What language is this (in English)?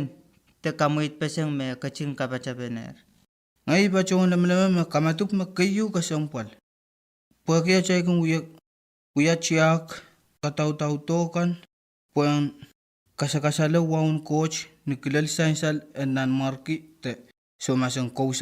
Pohnpeian